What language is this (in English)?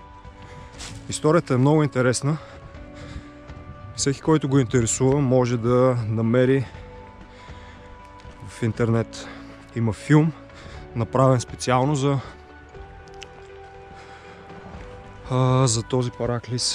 Bulgarian